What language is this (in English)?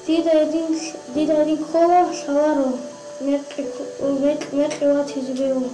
Avaric